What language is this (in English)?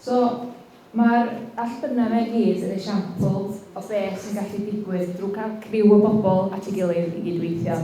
Welsh